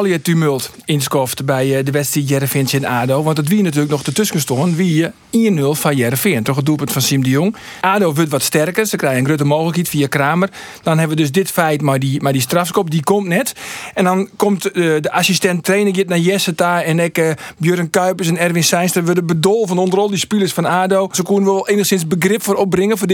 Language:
Western Frisian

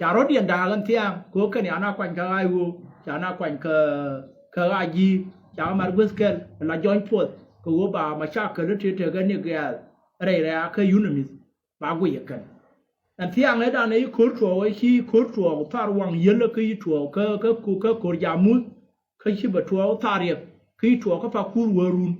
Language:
Nuer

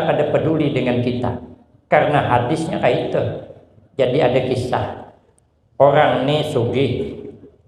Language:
Banjar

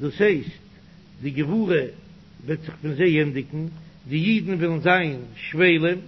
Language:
Yiddish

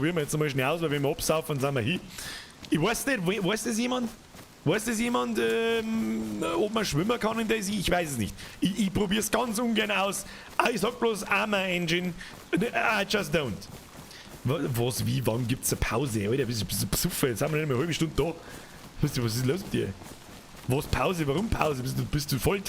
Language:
Bavarian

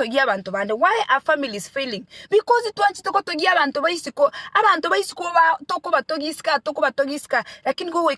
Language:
Gusii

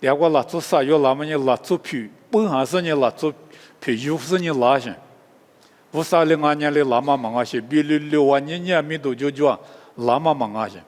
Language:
Lisu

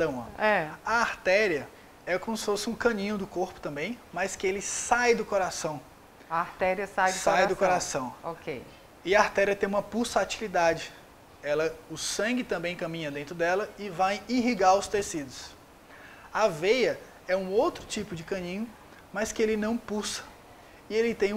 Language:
Portuguese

